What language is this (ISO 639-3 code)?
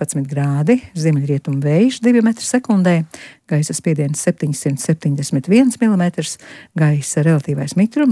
lav